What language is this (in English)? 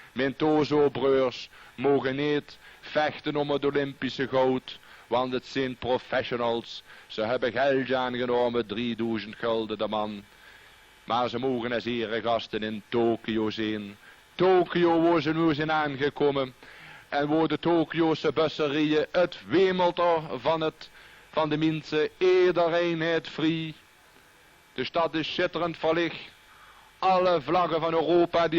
Limburgish